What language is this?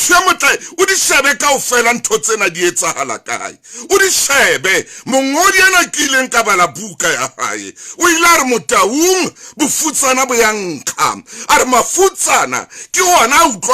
Southern Sotho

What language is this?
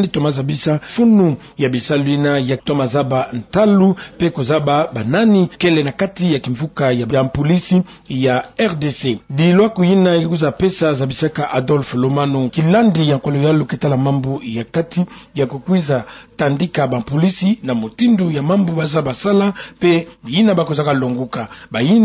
Kituba (Democratic Republic of Congo)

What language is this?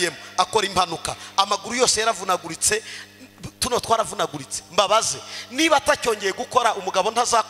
Kinyarwanda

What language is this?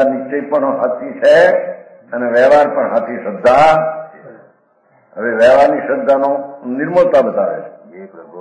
Gujarati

